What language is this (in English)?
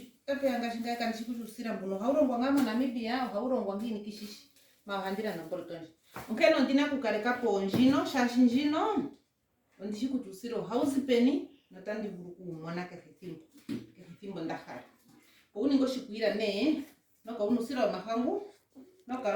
Ndonga